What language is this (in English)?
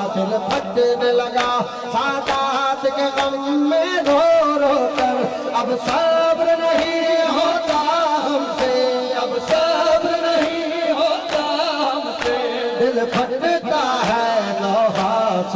Urdu